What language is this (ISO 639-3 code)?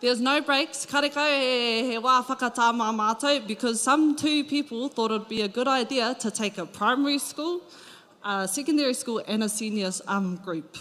mri